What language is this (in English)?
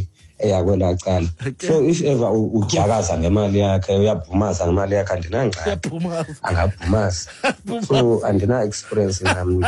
Xhosa